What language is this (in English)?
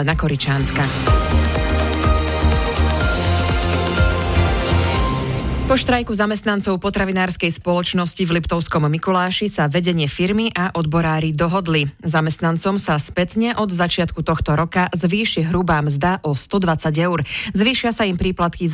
Slovak